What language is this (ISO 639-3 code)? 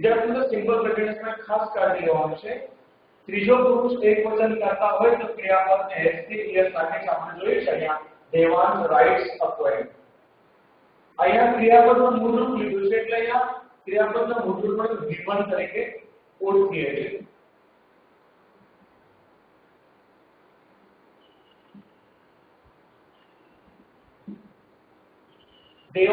guj